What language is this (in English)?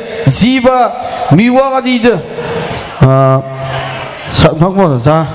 Kara-Kalpak